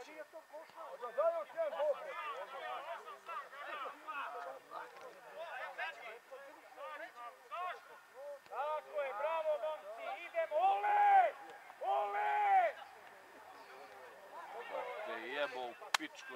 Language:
Serbian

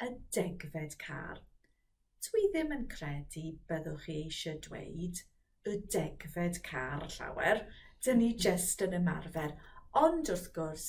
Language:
Welsh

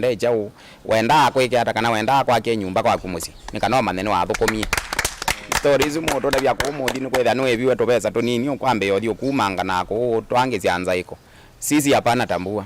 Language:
Kamba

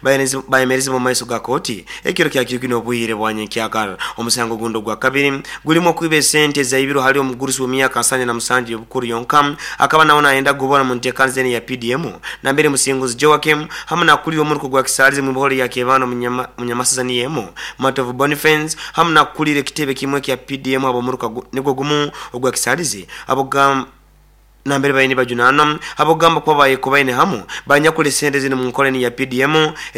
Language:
Nyoro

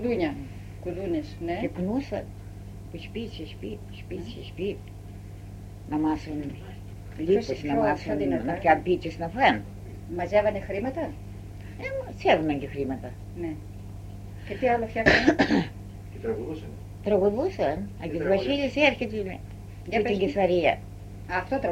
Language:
Greek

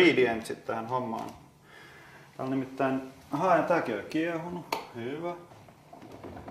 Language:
Finnish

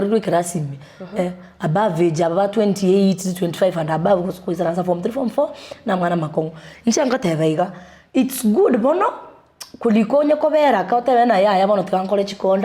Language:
Gusii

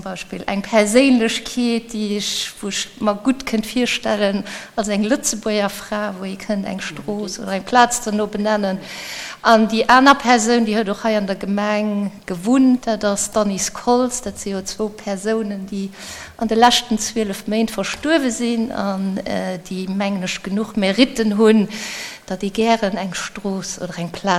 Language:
Luxembourgish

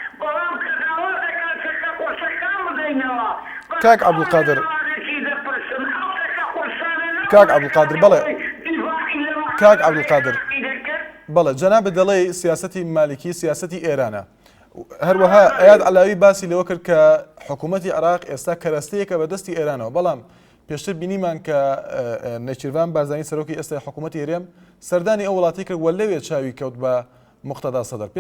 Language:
Central Kurdish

